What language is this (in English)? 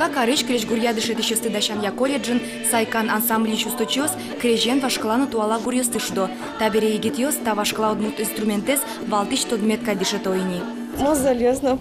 Udmurt